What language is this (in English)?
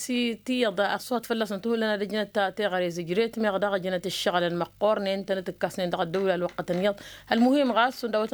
Tamasheq